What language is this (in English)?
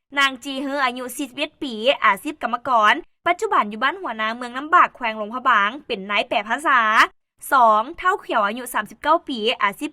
Lao